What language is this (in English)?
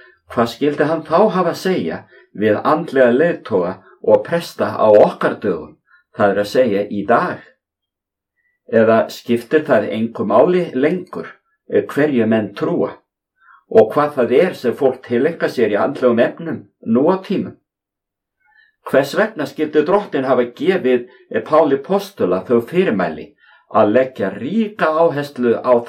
Icelandic